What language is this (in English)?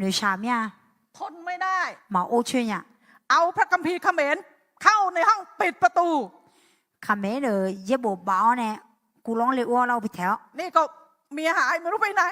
Akha